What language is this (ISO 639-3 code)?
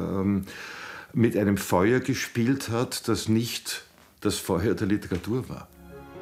deu